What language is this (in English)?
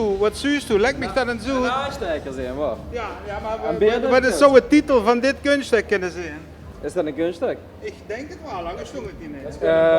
Limburgish